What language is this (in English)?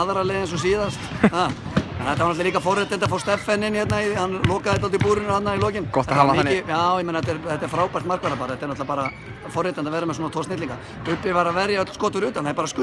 Icelandic